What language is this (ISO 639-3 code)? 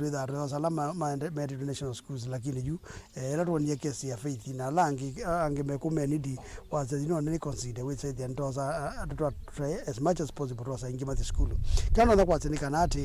kam